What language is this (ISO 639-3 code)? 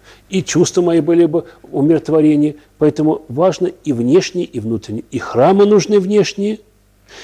rus